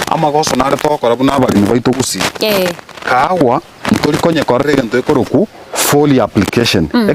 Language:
Gusii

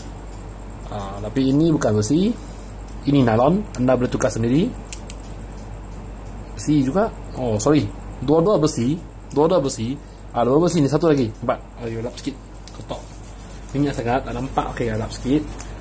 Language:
Malay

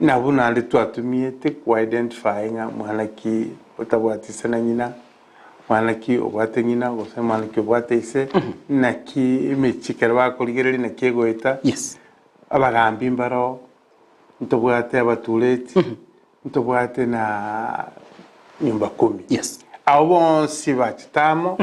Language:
Gusii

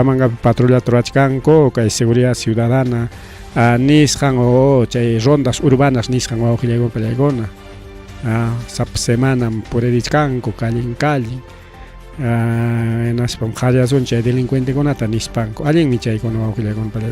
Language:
Ayacucho Quechua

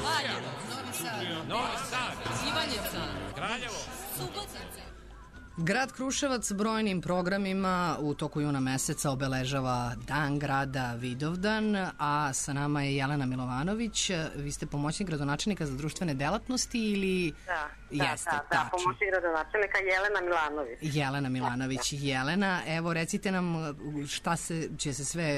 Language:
Serbian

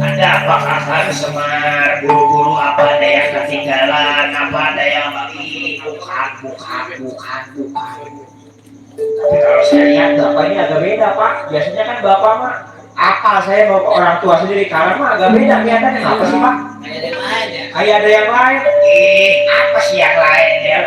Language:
Betawi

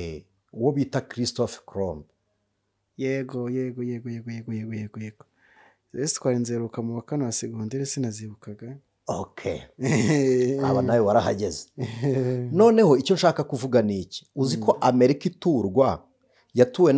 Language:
Kinyarwanda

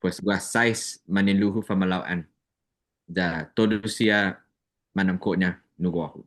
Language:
Chamorro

